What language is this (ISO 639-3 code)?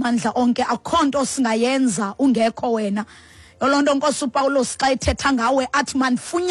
xho